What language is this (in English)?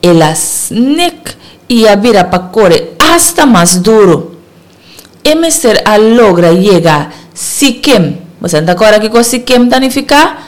Papiamento